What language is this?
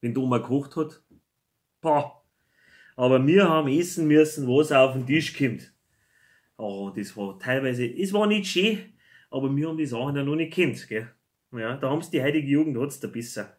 Bavarian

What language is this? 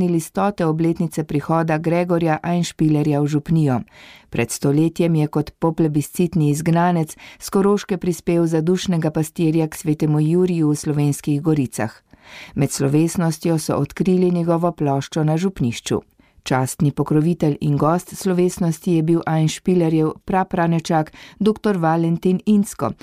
Slovenian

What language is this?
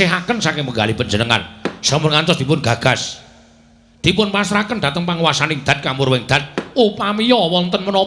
Javanese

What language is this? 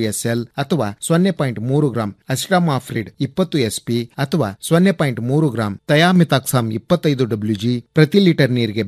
Kannada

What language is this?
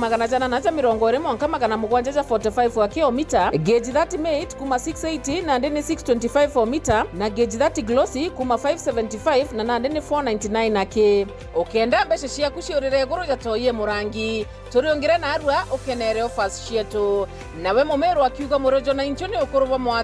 Meru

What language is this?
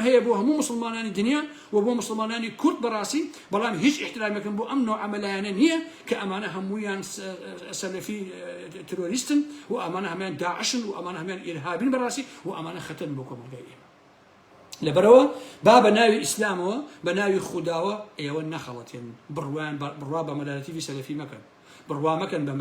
Central Kurdish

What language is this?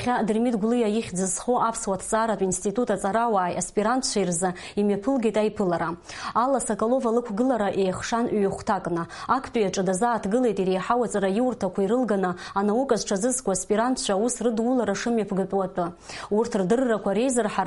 Abkhazian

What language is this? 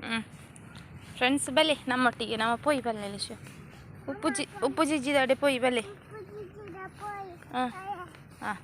Tulu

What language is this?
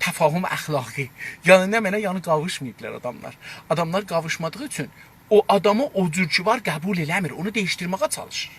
South Azerbaijani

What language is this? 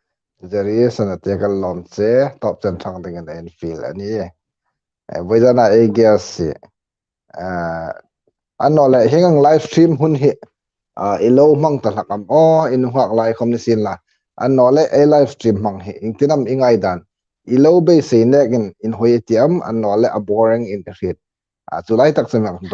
Hmar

